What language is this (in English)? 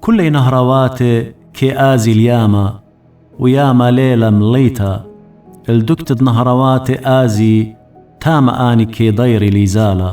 Assyrian Neo-Aramaic